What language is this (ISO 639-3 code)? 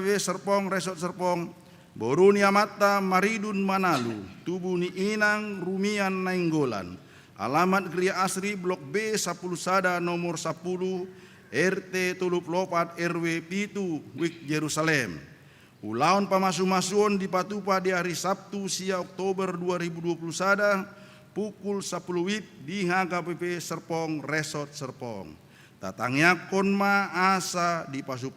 bbc